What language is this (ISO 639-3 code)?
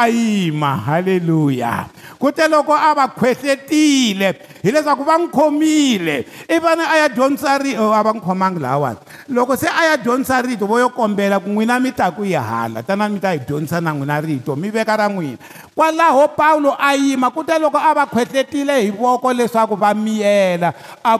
tso